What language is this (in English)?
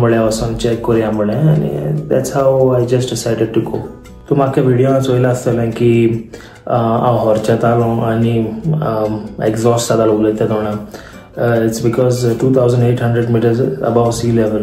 Konkani